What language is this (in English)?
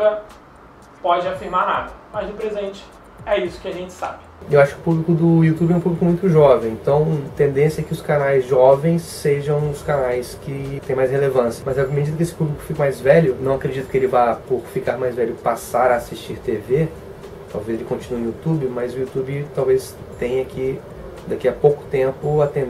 Portuguese